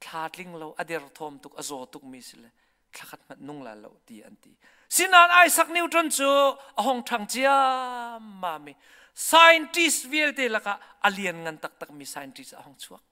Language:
Hakha Chin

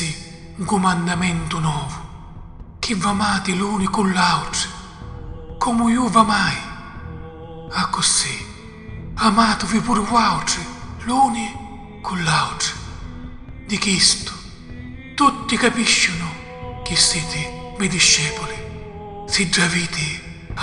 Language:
Sicilian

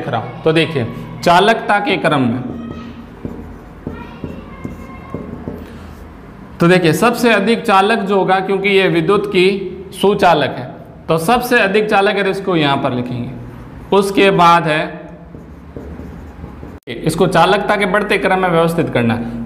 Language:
Hindi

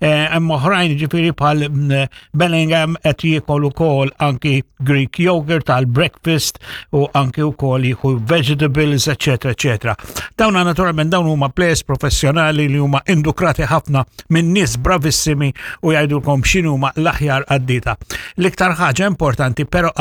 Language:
Maltese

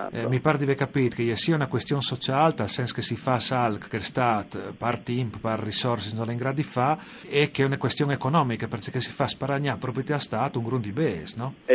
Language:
Friulian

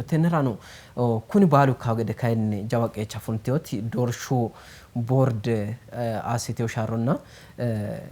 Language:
Sidamo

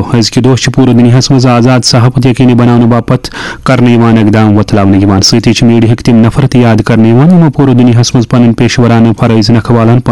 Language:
Kashmiri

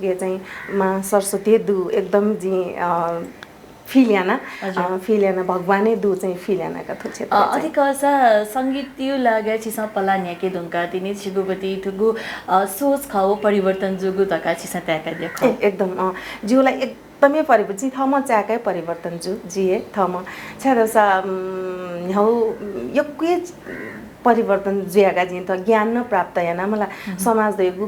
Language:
Newari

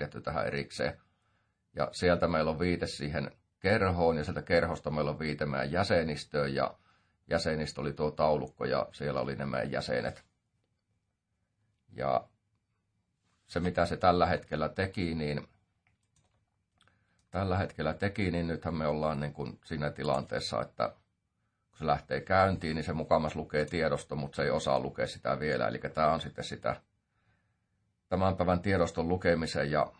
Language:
Finnish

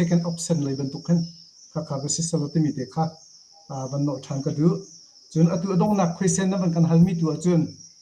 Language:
Hakha Chin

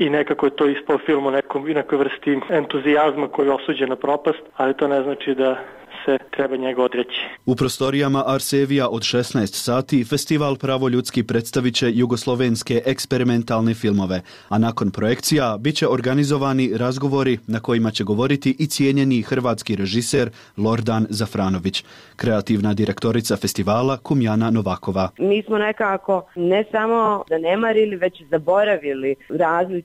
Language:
Bosnian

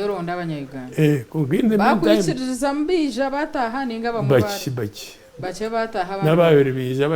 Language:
Nyankole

